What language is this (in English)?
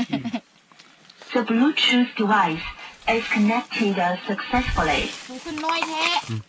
Lao